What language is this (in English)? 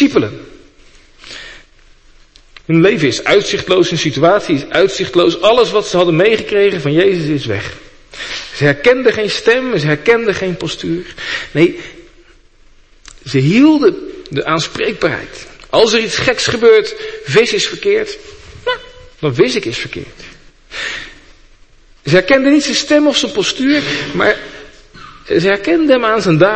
Dutch